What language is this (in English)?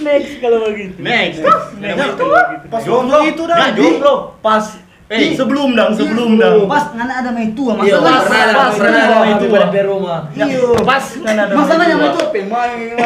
Manado Malay